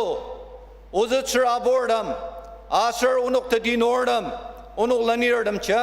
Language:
Ao Naga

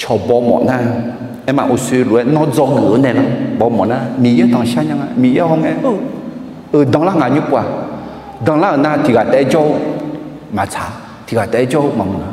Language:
Akha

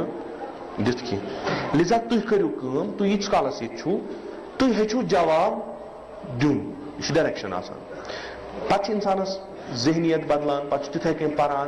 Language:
Kashmiri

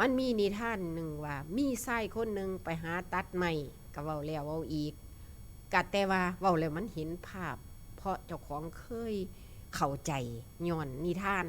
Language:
Northeastern Thai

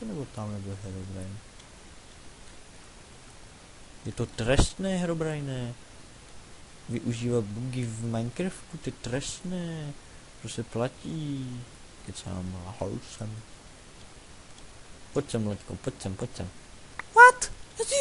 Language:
Czech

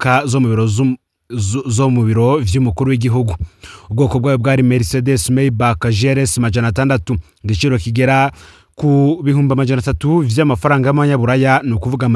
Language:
Rundi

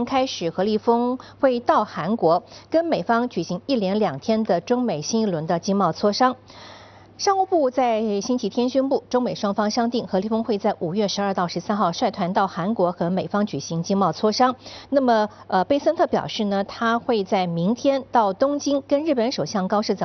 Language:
Chinese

